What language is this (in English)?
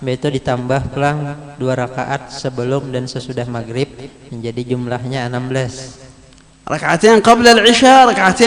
Banjar